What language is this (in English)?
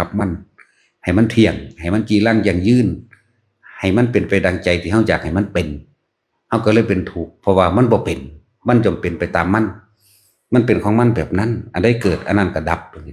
Lao